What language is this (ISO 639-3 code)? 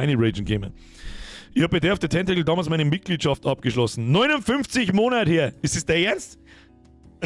bar